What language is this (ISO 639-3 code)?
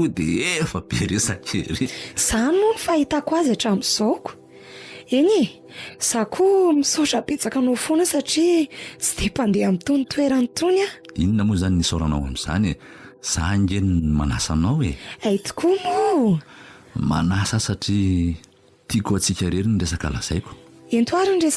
mlg